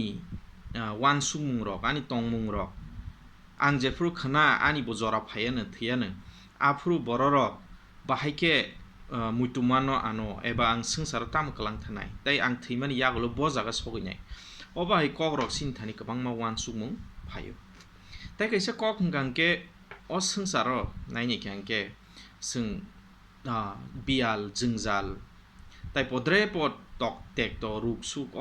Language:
Kok Borok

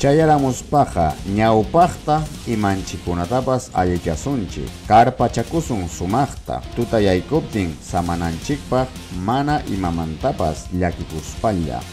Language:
Ayacucho Quechua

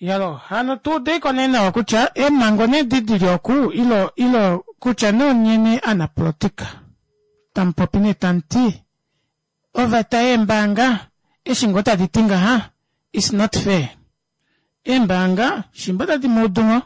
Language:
Kuanyama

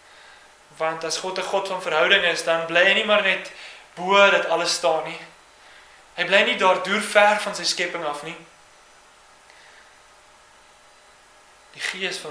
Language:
Afrikaans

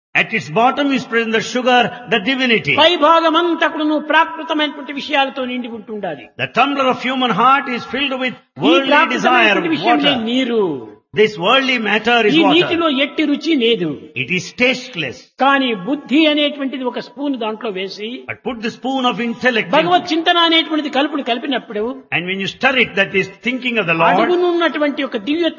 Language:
Telugu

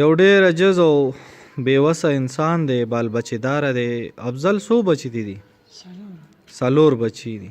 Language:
Pashto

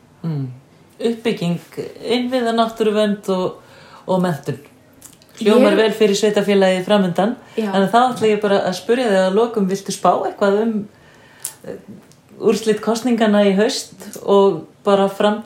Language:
Icelandic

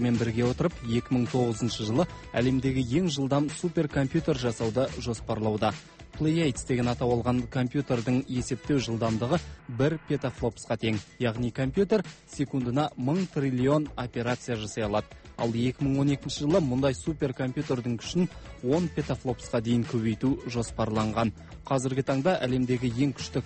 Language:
Kazakh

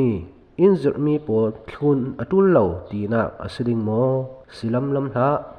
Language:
Falam Chin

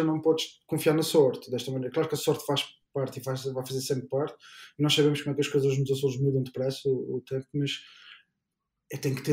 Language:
Portuguese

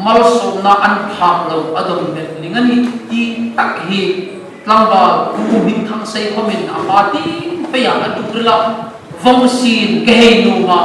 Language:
Hmar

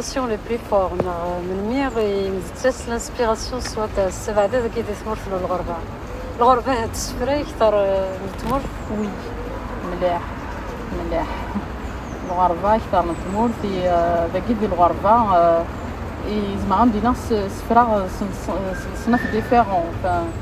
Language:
Kabyle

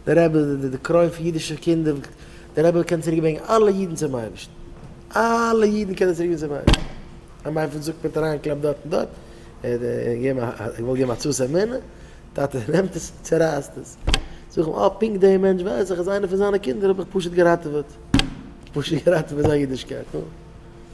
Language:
Yiddish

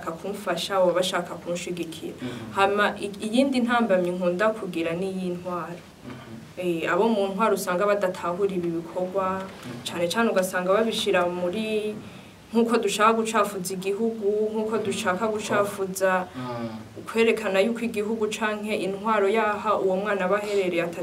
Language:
Rundi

